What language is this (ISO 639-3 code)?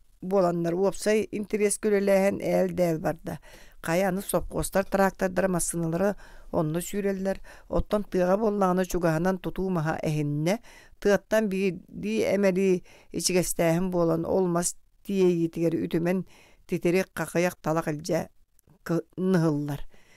sah